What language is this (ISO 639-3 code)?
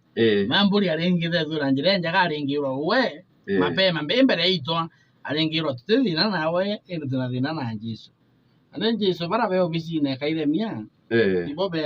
mer